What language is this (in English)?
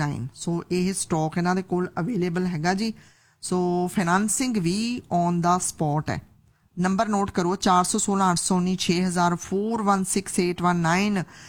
Punjabi